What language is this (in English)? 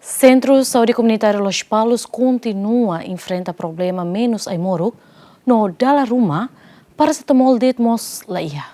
Tetum